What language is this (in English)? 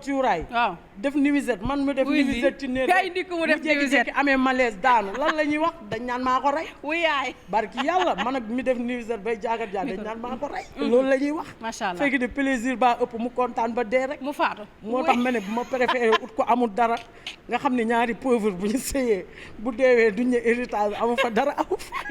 Wolof